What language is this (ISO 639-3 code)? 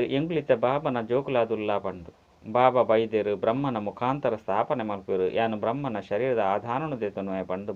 tcy